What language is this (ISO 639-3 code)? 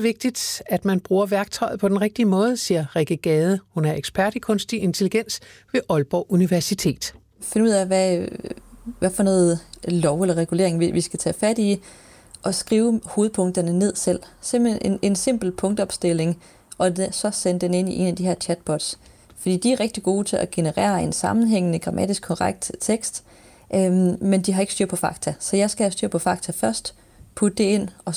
dan